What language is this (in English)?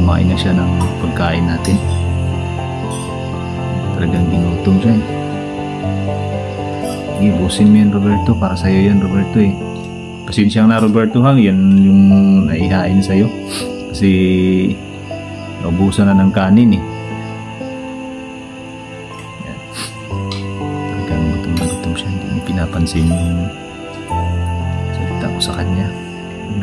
Filipino